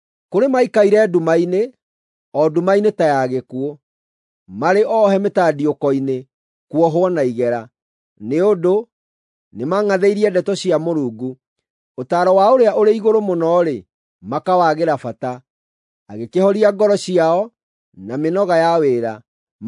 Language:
Kikuyu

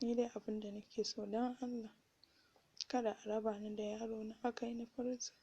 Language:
Hausa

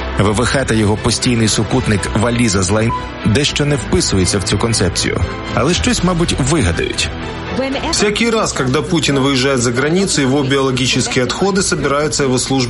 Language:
Ukrainian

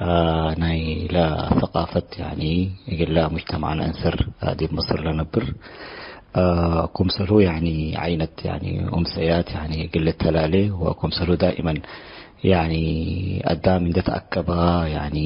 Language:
Tigre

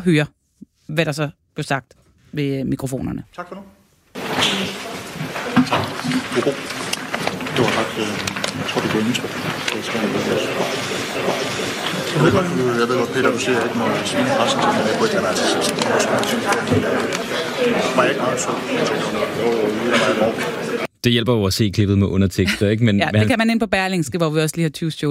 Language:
Danish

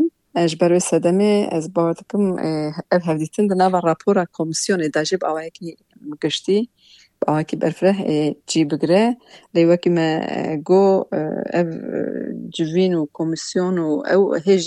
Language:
Kurdish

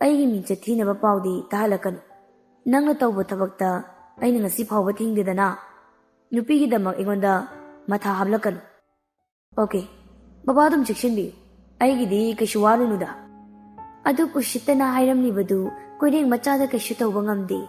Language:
Manipuri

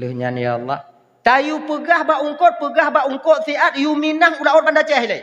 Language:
Achinese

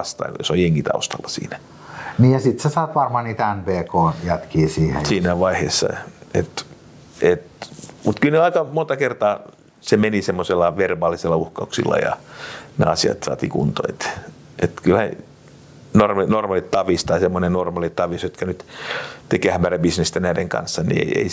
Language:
Finnish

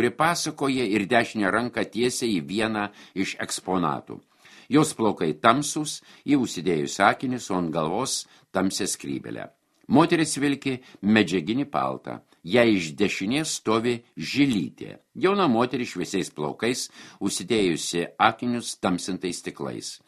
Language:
Lithuanian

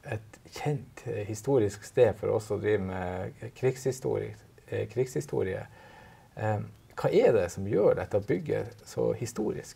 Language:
Norwegian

